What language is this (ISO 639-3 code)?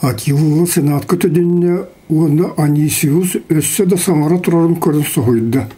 sah